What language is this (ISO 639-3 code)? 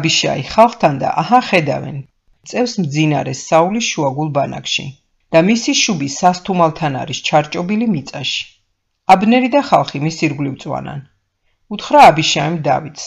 kat